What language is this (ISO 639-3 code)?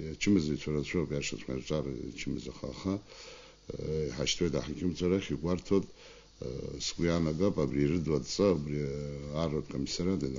abk